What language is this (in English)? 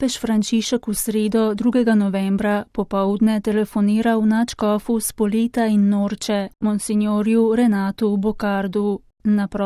Slovenian